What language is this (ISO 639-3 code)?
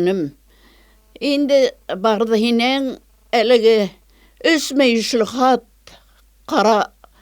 bak